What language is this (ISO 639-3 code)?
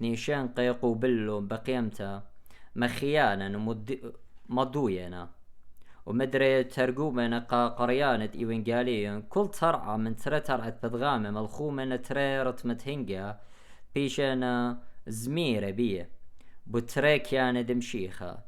aii